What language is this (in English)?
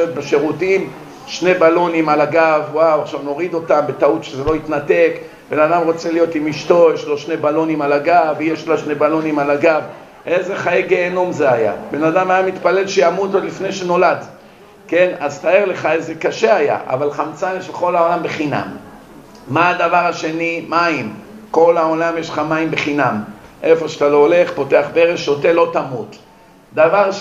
Hebrew